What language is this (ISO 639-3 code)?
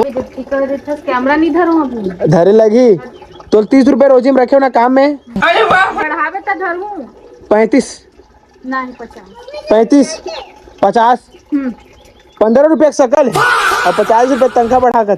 hne